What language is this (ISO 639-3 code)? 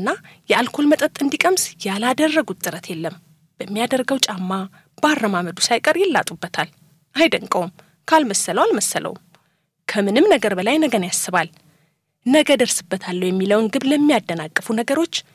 amh